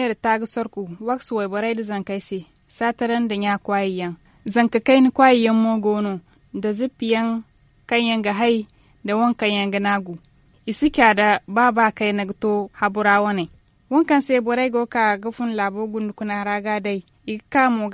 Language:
Zarma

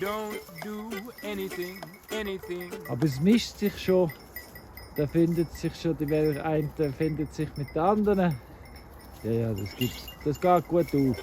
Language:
Swiss German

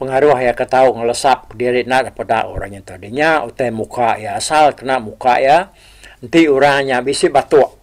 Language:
Iban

